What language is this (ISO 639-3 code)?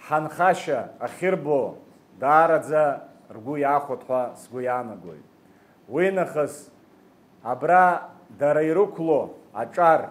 abk